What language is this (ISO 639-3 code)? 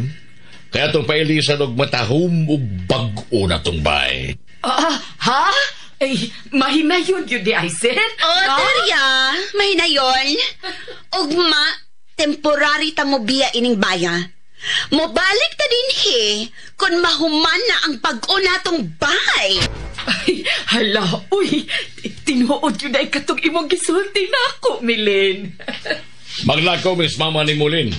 ceb